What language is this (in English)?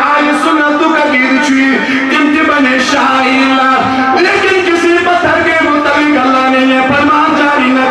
Kashmiri